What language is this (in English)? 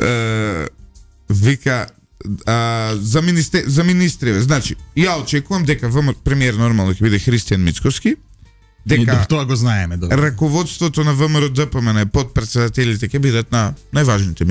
Macedonian